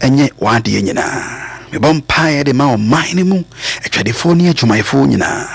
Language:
Akan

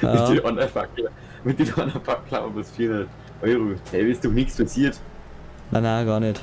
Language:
Bavarian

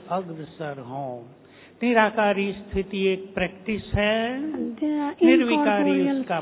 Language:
Hindi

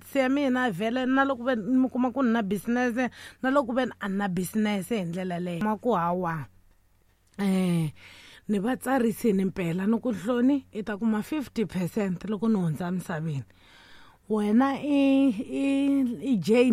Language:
Tsonga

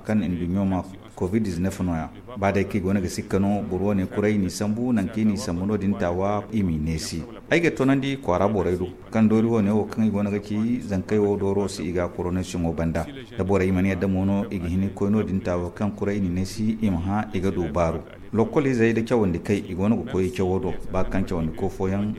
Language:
Zarma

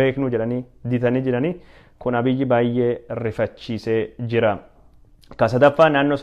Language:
Oromo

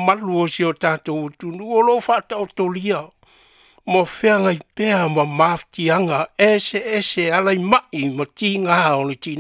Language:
Samoan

